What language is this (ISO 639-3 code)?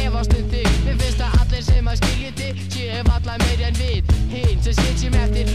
isl